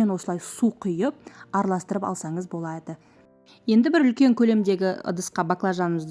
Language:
Kazakh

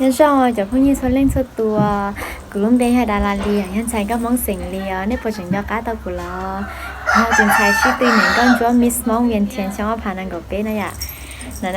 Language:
Hmong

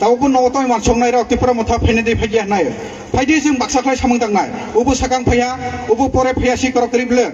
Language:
Kok Borok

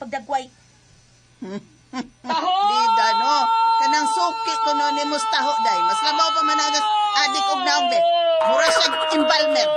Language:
Cebuano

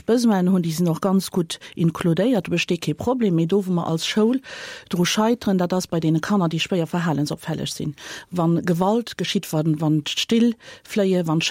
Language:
Luxembourgish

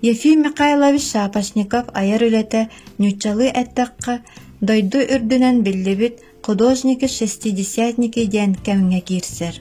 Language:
Yakut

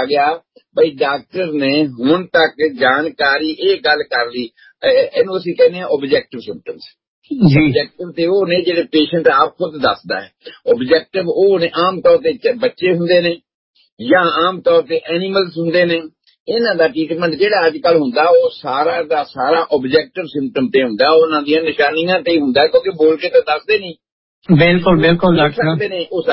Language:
Punjabi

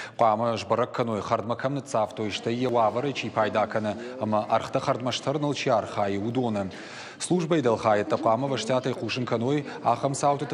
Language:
Ossetic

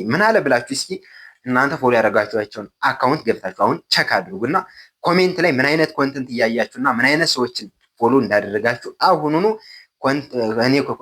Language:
Amharic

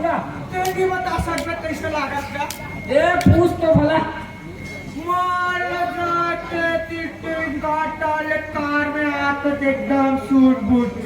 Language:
Chhattisgarhi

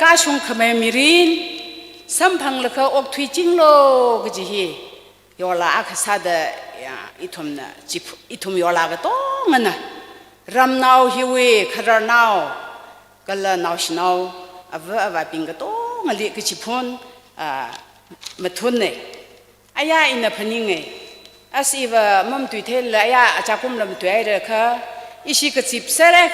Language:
Tangkhul Naga (India)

